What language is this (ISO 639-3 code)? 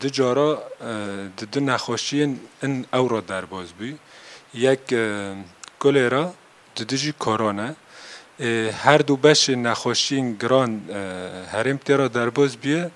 kur